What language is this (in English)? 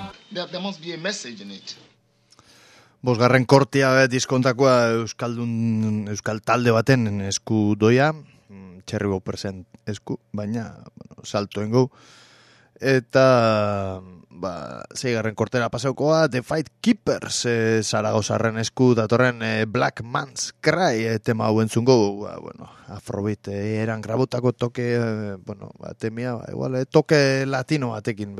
Basque